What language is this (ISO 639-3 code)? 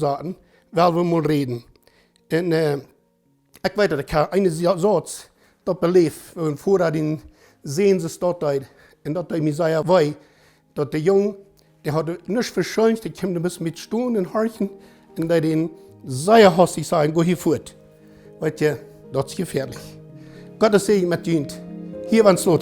pdt